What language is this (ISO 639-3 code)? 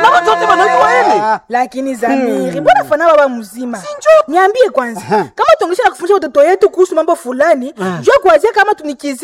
swa